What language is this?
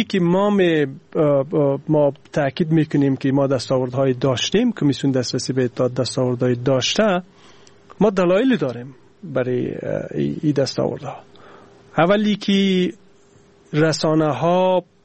Persian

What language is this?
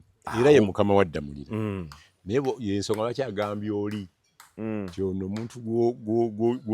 Ganda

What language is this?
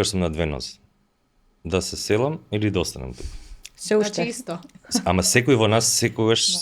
Macedonian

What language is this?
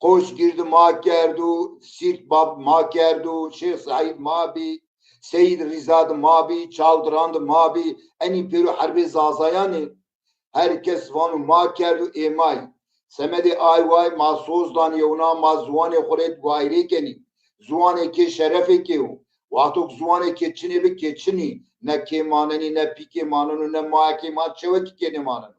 Zaza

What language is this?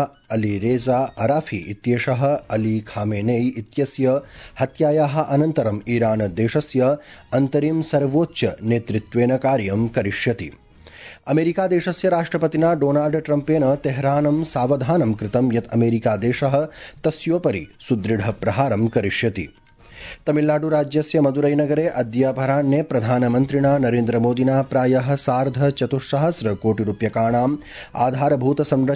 Sanskrit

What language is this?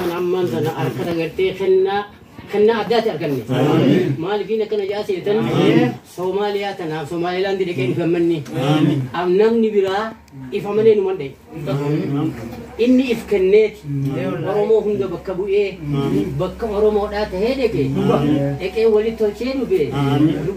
Oromo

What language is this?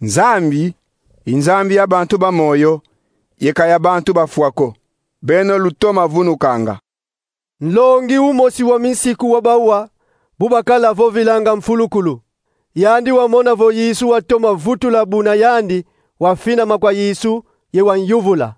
Kongo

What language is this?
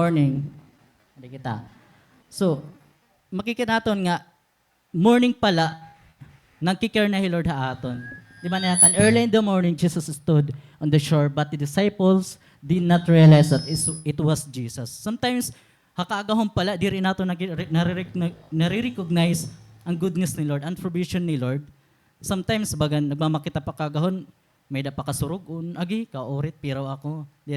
Waray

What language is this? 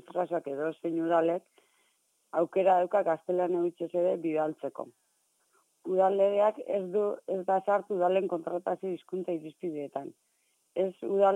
Basque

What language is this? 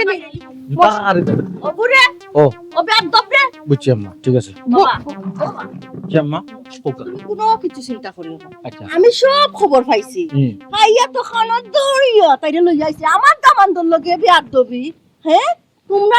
Sylheti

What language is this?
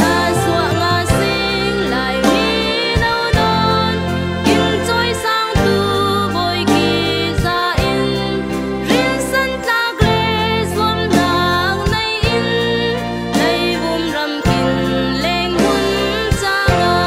Falam Chin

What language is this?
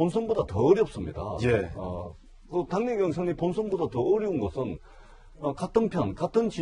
Korean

